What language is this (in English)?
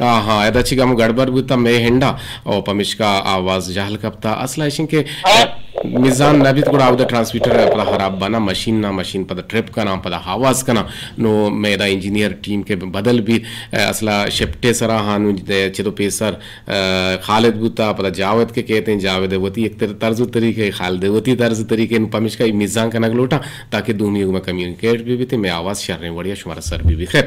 Eastern Balochi